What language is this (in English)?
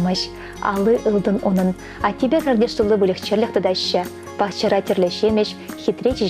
Chuvash